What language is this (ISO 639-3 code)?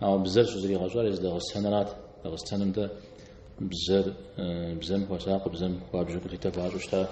kbd